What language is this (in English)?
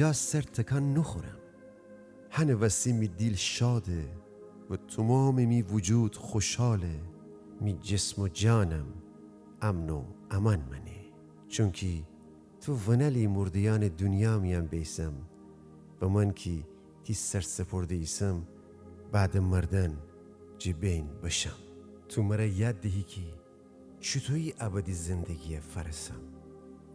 Gilaki